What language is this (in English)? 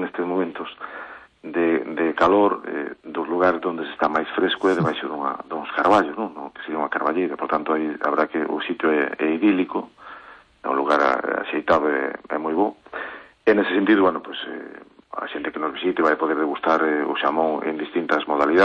Galician